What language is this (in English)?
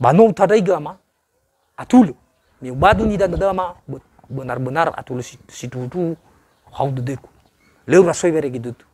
Nias